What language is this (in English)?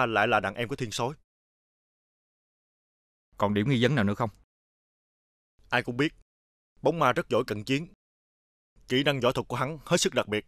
Vietnamese